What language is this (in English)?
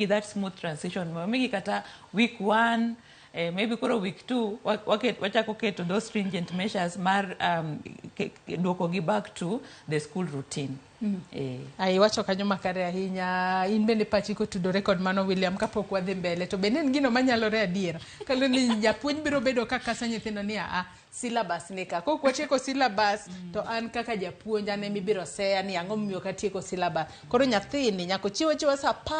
Luo (Kenya and Tanzania)